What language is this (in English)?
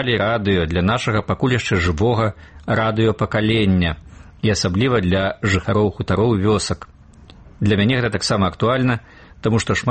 Belarusian